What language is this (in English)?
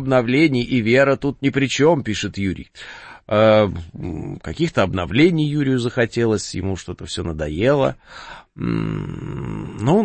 Russian